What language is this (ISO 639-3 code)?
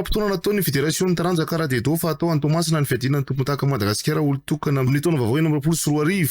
mlg